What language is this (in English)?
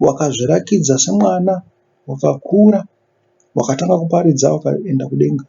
Shona